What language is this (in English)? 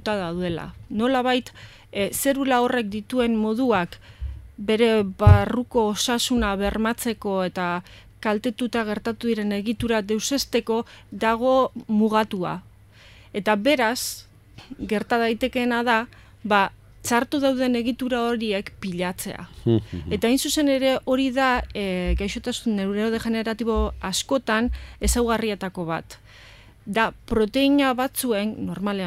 Basque